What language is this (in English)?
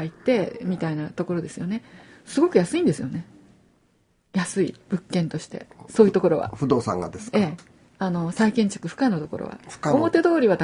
Japanese